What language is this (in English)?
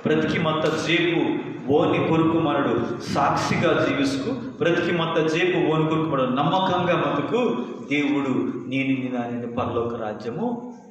Koya